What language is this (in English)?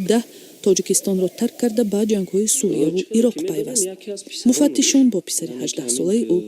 Tajik